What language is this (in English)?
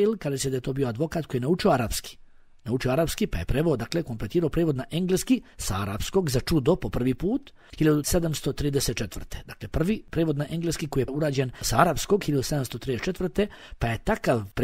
Bosnian